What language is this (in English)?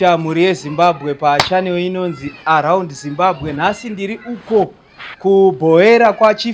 Shona